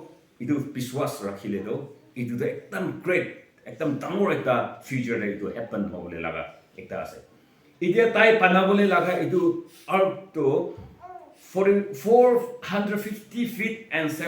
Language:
Naga Pidgin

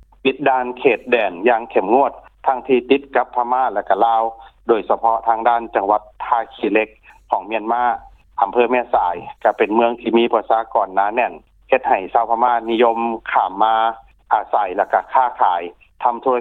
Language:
Lao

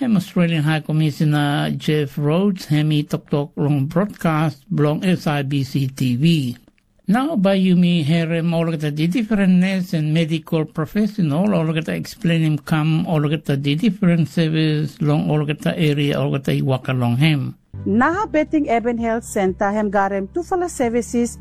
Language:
Tok Pisin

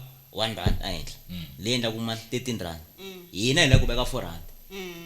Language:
Tsonga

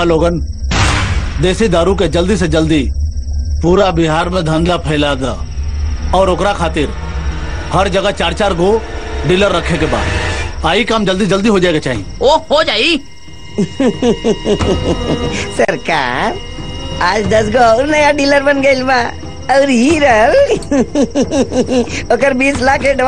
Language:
Bhojpuri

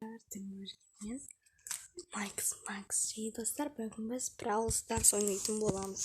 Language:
Kazakh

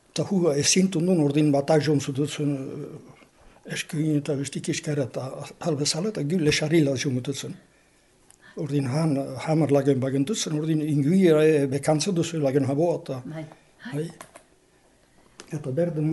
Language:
Basque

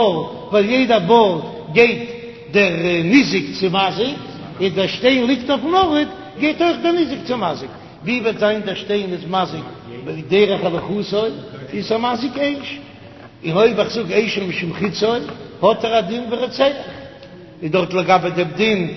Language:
Yiddish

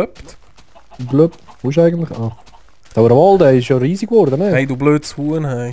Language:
Swiss German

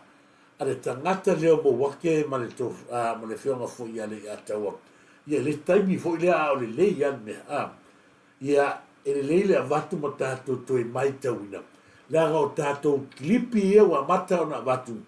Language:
Samoan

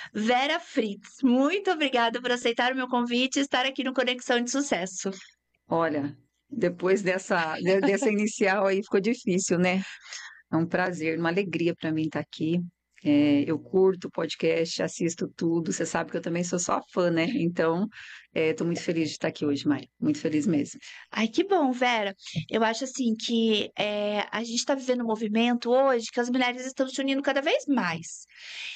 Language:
Portuguese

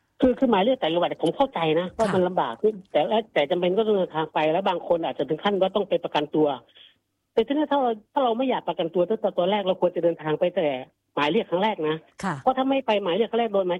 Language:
Thai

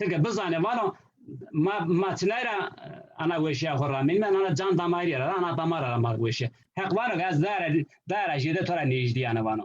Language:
Zaza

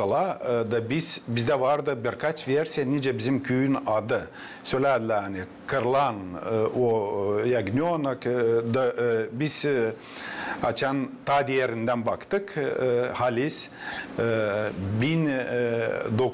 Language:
Gagauz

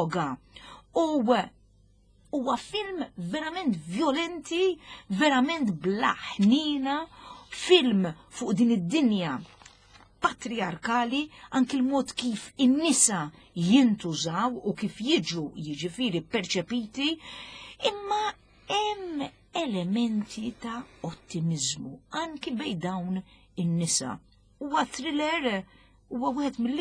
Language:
Maltese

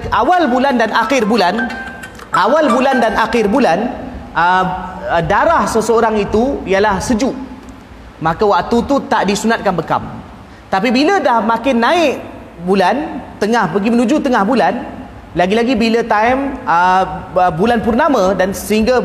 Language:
Malay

